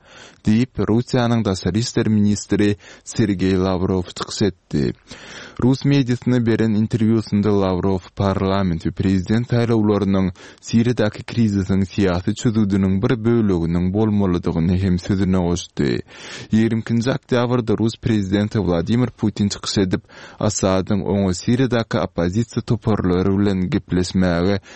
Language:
Turkmen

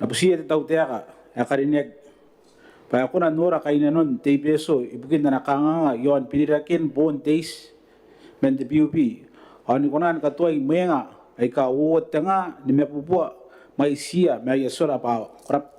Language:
Gilbertese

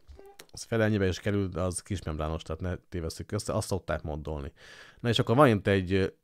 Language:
Hungarian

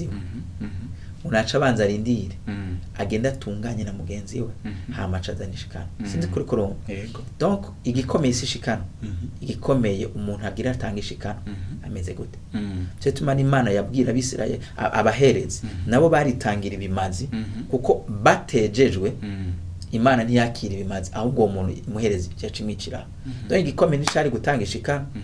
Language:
Rundi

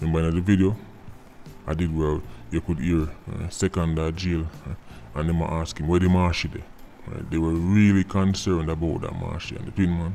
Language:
Jamaican Creole English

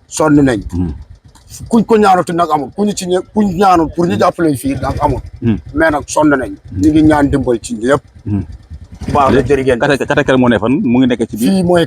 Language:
Wolof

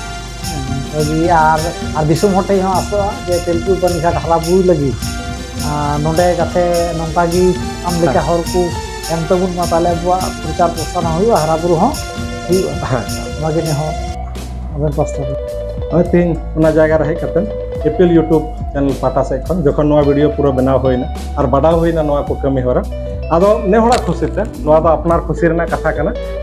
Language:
Santali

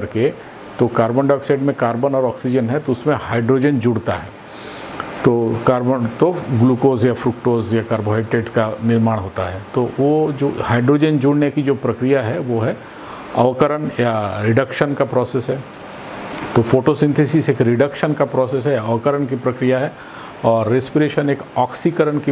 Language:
Hindi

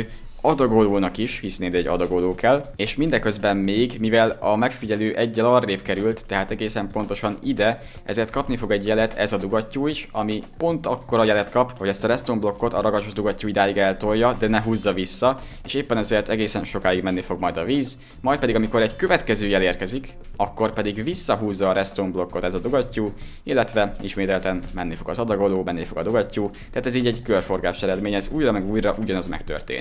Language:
Hungarian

